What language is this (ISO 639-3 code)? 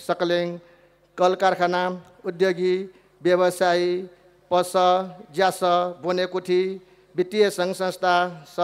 new